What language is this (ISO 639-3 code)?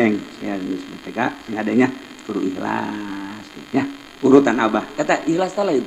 sun